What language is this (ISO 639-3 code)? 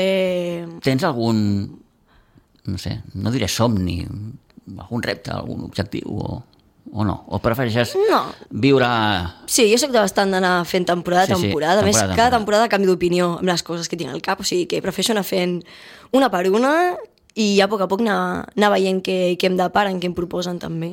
cat